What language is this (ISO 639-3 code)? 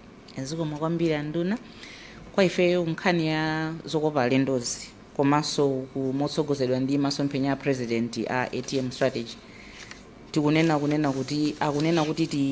nya